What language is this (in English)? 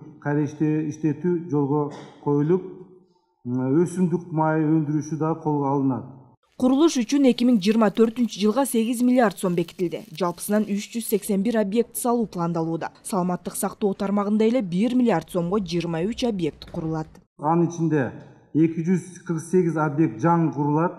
Kyrgyz